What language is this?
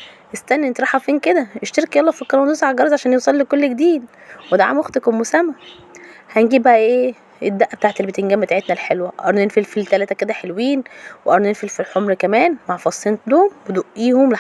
Egyptian Arabic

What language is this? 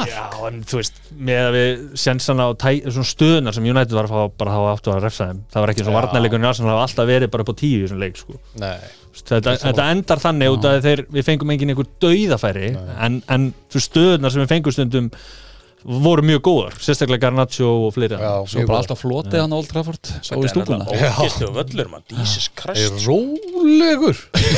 Icelandic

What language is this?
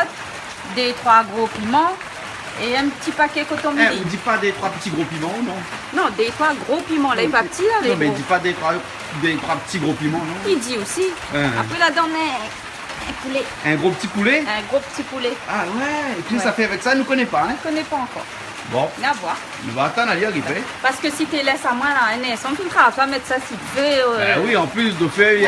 Réunion Creole French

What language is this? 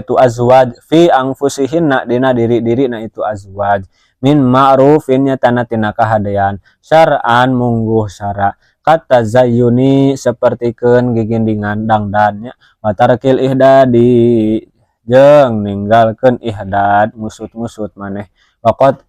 Sundanese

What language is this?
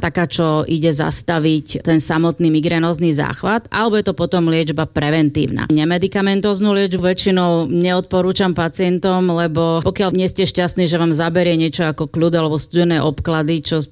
Slovak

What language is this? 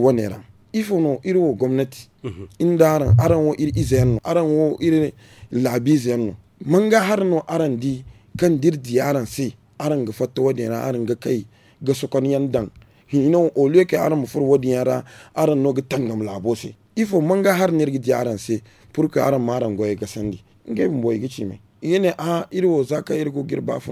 Zarma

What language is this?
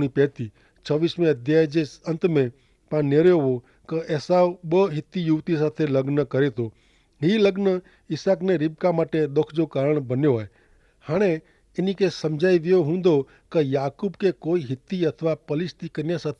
Kachhi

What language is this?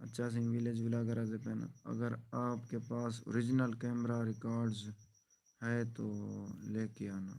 Saraiki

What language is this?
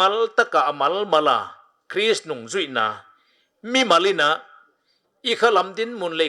Paite Chin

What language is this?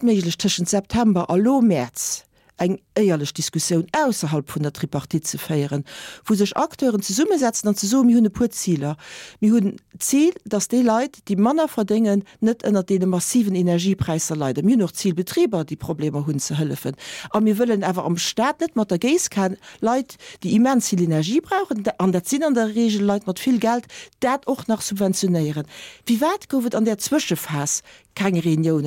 Luxembourgish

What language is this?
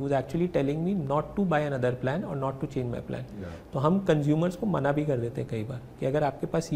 Hindi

